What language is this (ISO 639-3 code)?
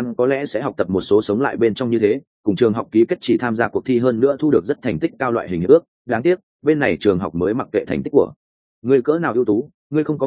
vie